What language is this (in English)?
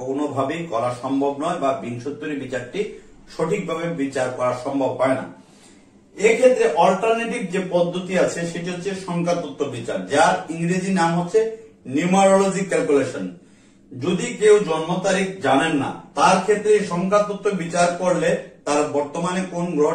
Bangla